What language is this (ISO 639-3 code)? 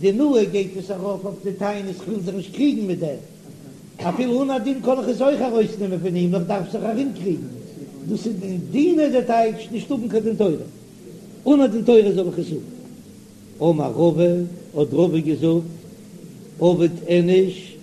yid